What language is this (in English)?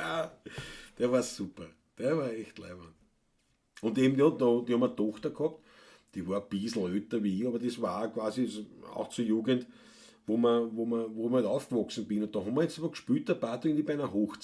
Bavarian